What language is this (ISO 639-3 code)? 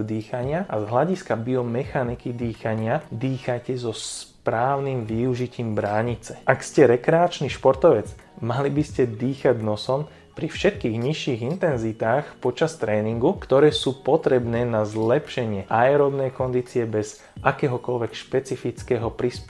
slk